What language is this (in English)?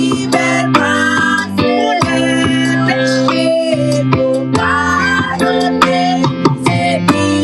Haitian Creole